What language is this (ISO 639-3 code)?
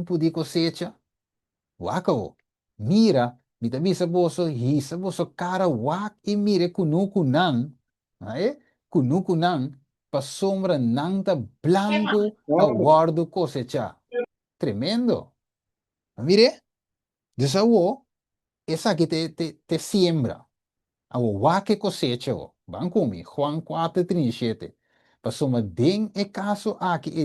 pap